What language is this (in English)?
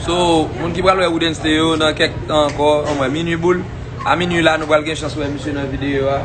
Haitian Creole